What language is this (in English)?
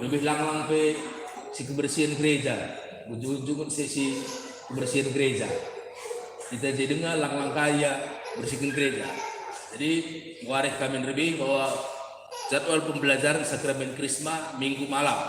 Batak Karo